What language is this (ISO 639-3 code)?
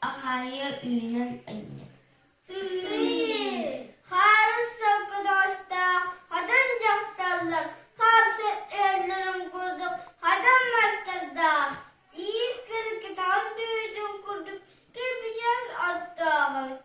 sah